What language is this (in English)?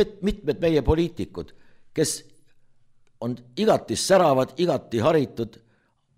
Estonian